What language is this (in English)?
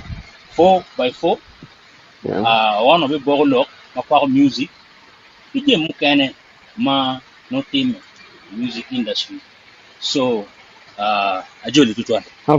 Acoli